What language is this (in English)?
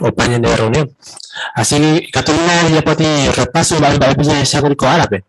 Guarani